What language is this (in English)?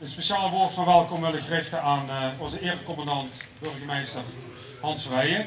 Limburgish